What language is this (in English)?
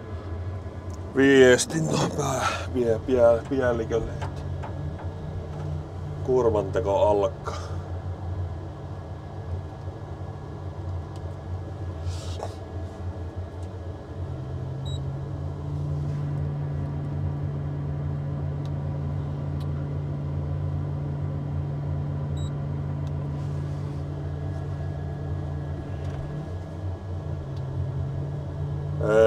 Finnish